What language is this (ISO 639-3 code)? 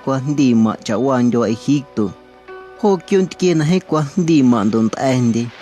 amu